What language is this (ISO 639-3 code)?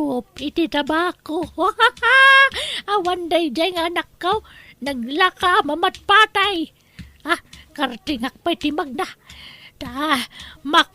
ilo